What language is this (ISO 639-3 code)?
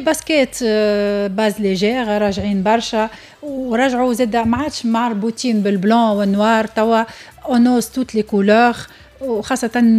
aeb